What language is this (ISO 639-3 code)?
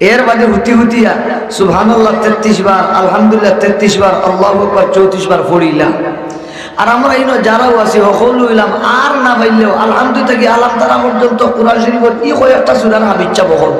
syl